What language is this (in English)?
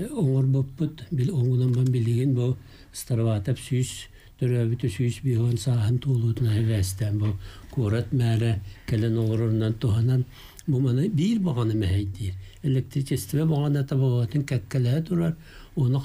Yakut